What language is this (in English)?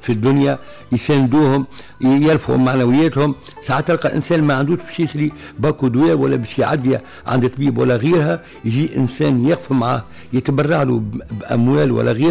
Tunisian Arabic